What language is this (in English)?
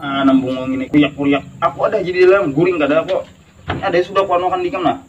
Banjar